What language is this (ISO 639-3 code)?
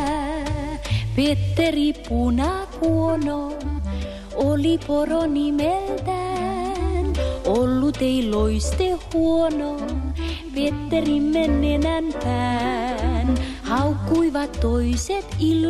fin